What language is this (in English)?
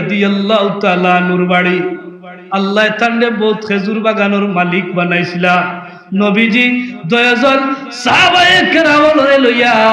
Sylheti